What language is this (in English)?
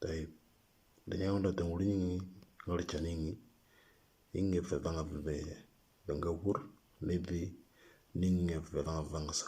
Moro